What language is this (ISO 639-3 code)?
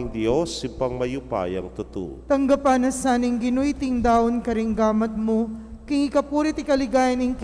pam